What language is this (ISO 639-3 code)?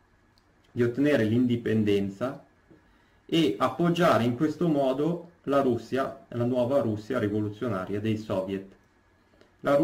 ita